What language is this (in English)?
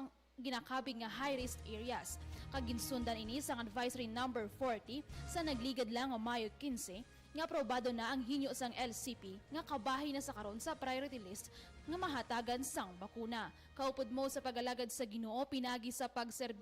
Hiligaynon